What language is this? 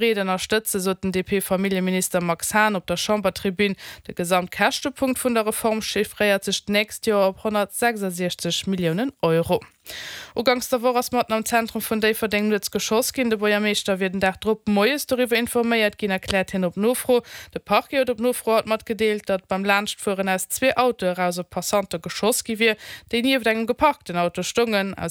Luxembourgish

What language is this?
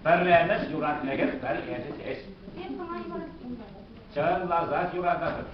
Chuvash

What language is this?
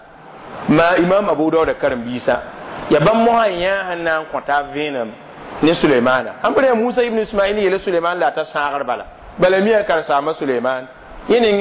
Mossi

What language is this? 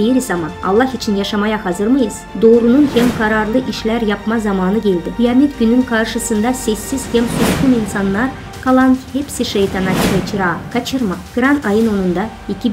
Gagauz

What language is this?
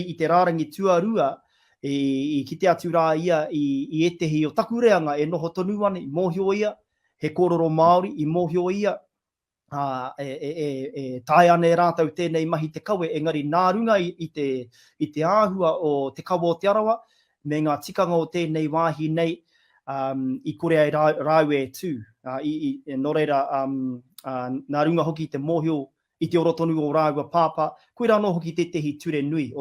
Māori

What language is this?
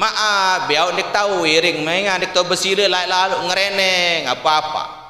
Sasak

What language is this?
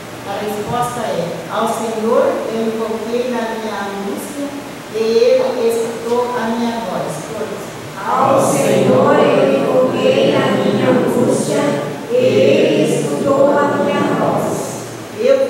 Portuguese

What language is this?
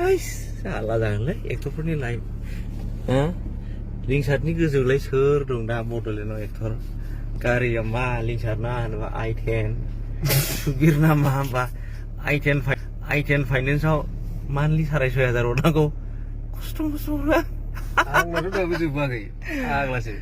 Bodo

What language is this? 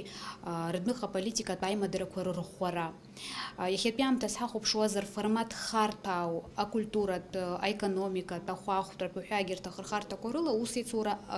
Abkhazian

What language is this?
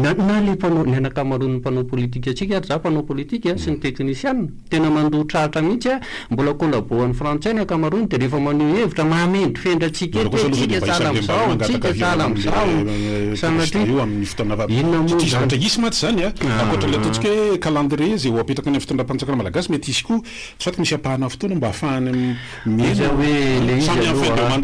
Malagasy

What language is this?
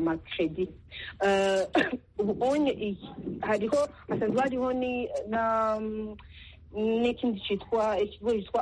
Kinyarwanda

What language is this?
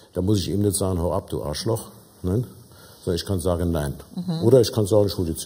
German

